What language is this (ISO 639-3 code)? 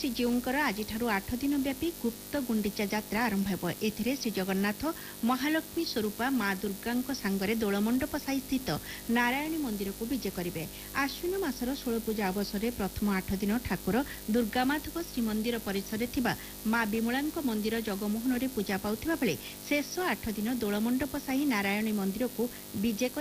ori